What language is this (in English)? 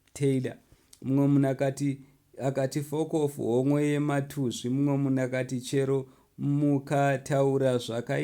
Shona